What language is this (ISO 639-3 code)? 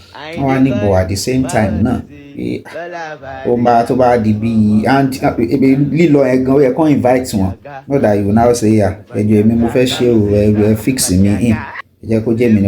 yor